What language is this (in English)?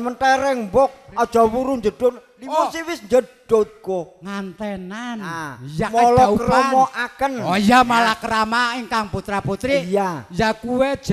Javanese